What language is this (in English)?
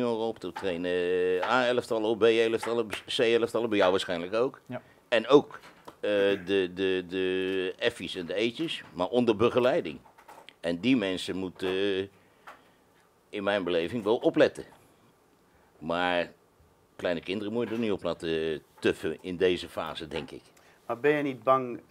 Dutch